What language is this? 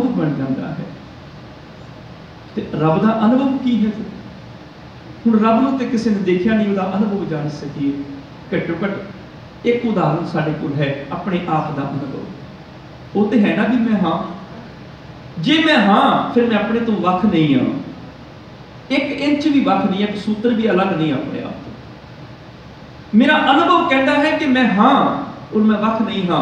Punjabi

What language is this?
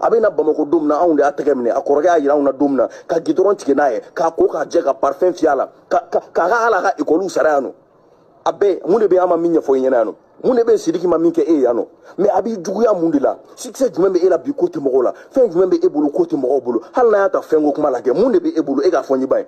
Bambara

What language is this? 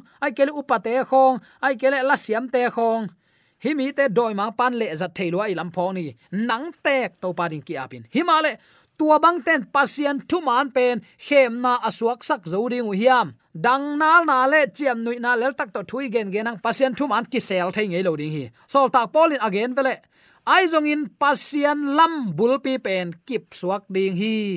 Tedim Chin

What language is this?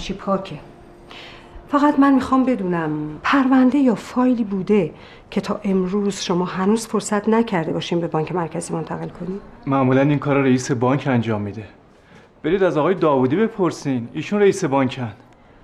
Persian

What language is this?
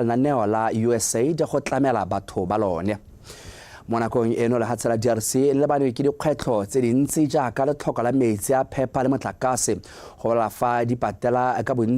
Tswana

